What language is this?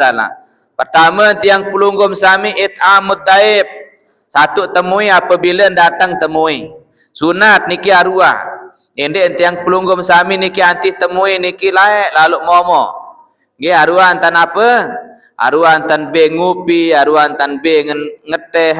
Sasak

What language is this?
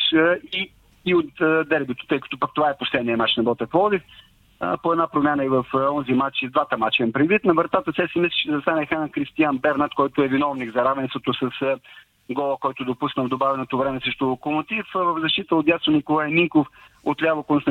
Bulgarian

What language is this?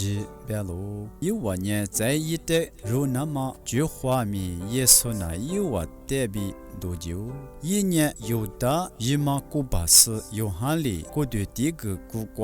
Lisu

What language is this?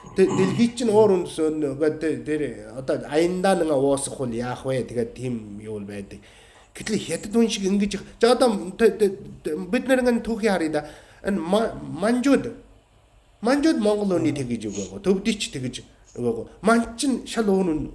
Mongolian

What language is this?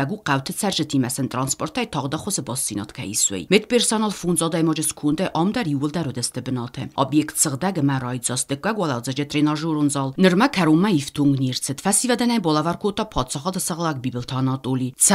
Ossetic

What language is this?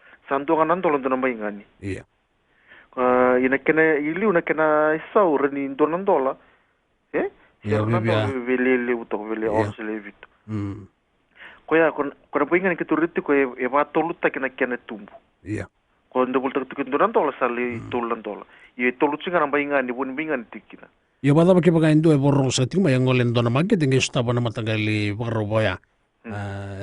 Fijian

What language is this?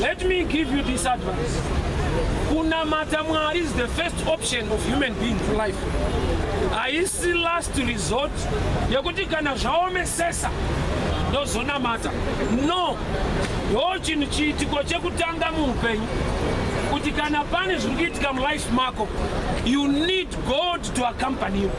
Shona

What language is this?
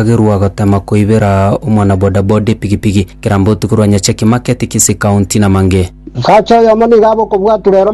Gusii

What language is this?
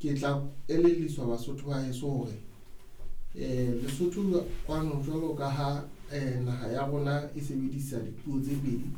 Southern Sotho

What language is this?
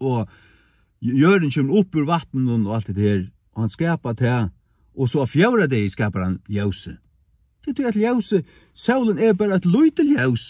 Faroese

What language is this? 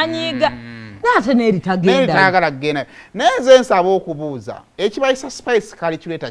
Ganda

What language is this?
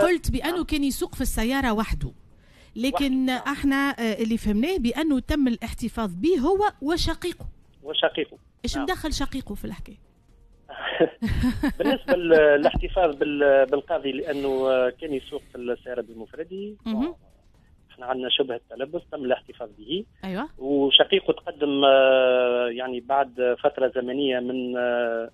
Tunisian Arabic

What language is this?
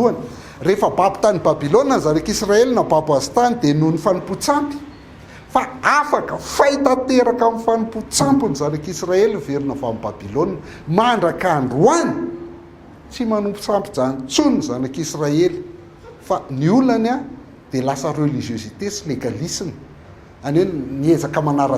Malagasy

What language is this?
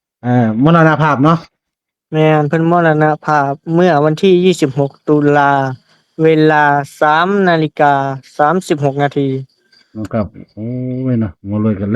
Northeastern Thai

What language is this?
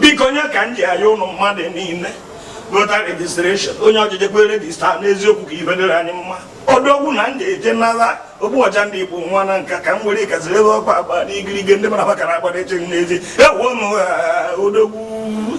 Igbo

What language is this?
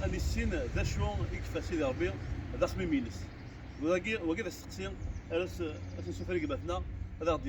Kabyle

